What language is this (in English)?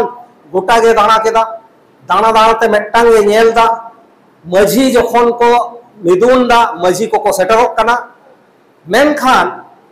Santali